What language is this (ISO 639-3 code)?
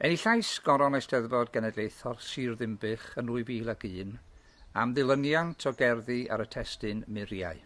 cym